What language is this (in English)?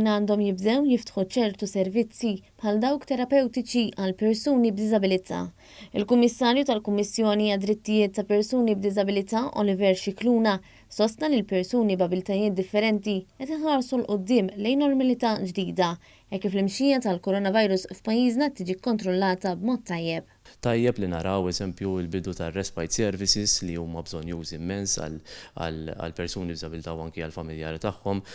Maltese